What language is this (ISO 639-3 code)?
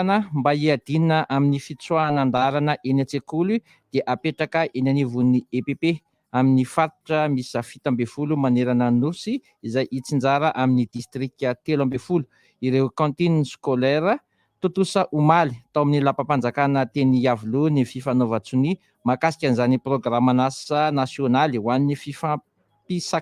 mlg